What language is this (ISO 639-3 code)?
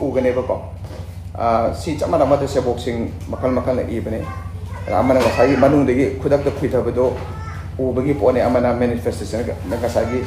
mni